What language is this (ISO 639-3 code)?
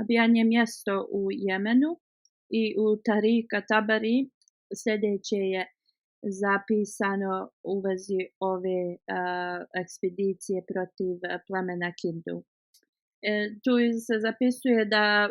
bos